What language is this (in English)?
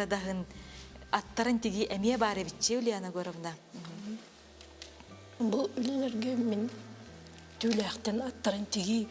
Yakut